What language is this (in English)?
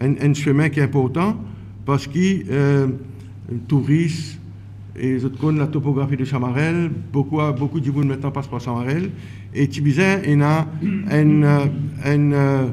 Morisyen